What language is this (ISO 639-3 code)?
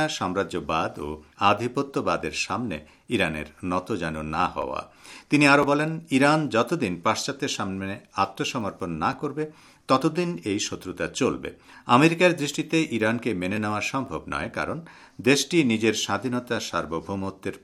ben